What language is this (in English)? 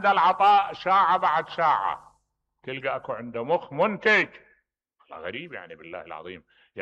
Mesopotamian Arabic